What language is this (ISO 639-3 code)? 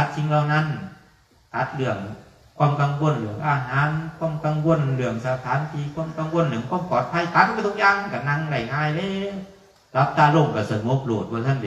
tts